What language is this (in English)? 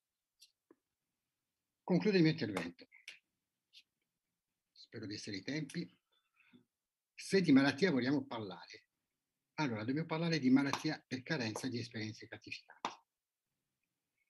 Italian